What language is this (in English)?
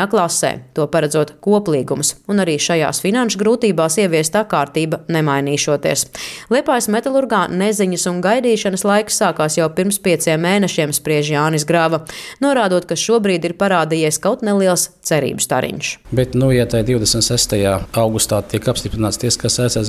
Latvian